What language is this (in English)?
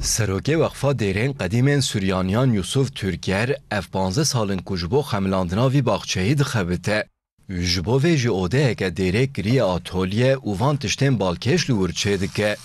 Kurdish